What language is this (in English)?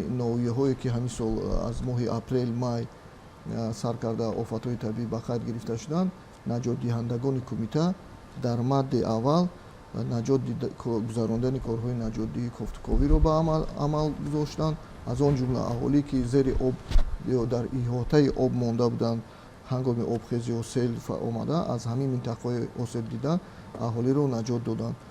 Tajik